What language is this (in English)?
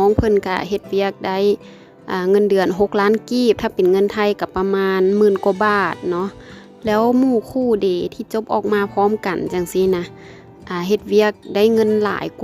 Lao